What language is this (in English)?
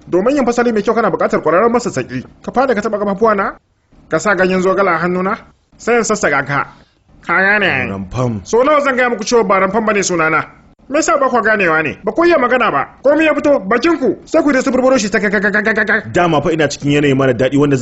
Hausa